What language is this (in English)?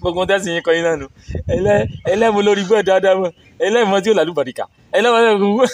Yoruba